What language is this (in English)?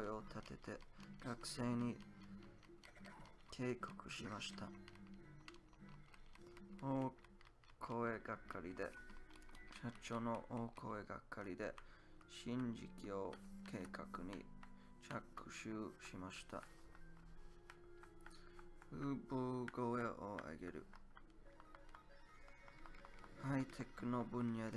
Japanese